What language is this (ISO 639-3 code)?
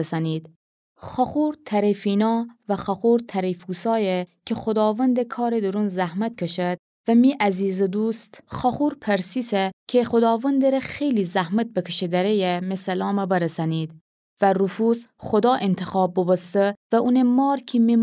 glk